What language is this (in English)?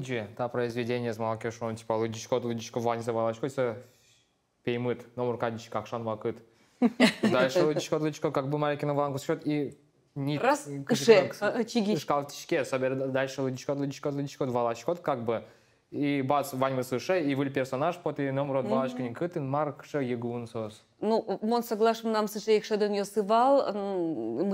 Udmurt